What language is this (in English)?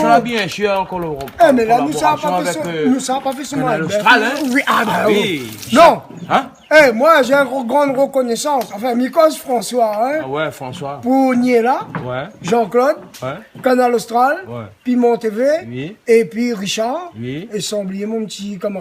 Réunion Creole French